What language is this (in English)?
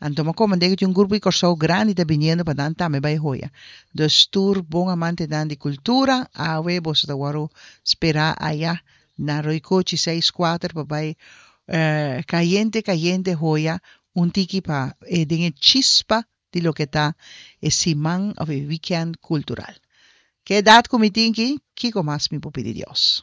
Papiamento